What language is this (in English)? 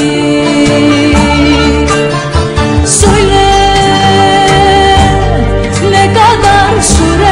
Greek